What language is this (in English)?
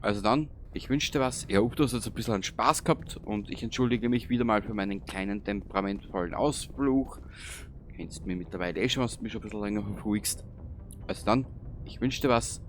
Bavarian